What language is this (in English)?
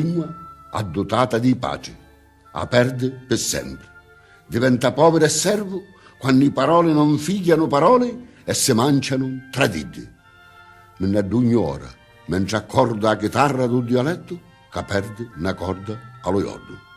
Sicilian